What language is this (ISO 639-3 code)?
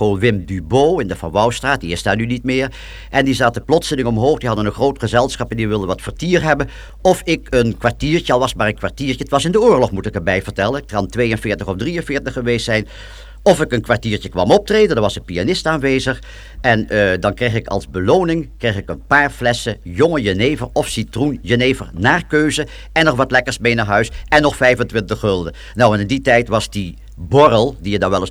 nld